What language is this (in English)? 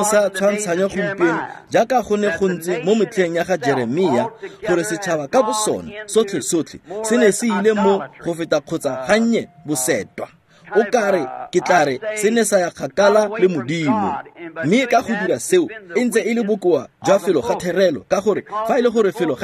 Tswana